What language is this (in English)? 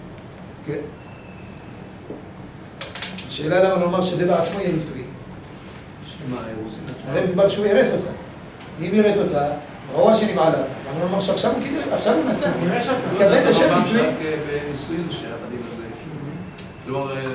Hebrew